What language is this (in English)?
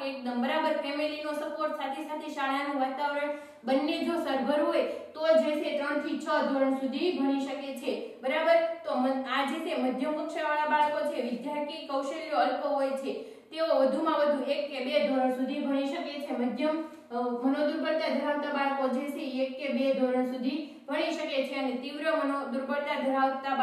Gujarati